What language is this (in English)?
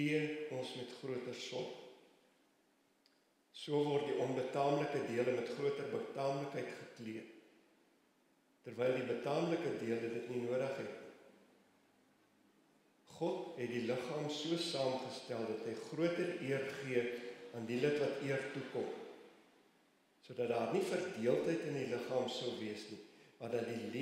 Afrikaans